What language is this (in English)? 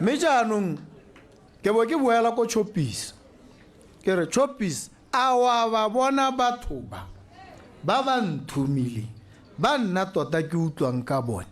Tswana